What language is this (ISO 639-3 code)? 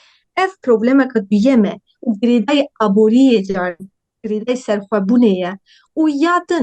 kur